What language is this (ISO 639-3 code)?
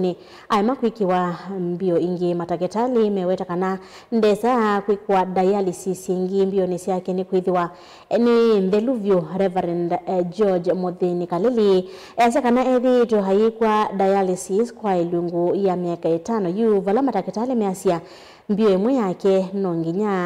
kam